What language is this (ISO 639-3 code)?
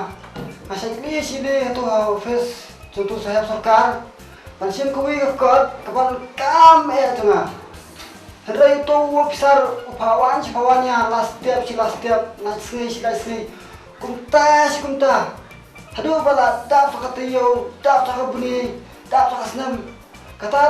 kha